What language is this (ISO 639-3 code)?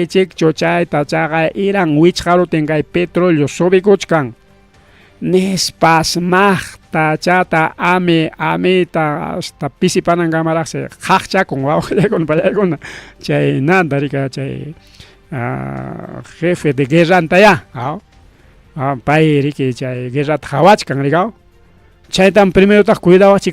quy